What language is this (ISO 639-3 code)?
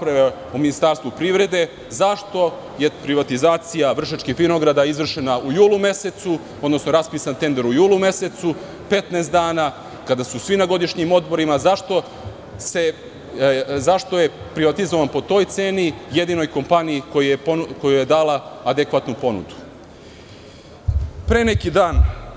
srp